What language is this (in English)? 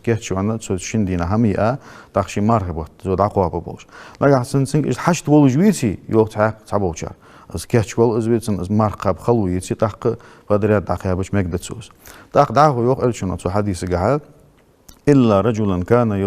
Ingush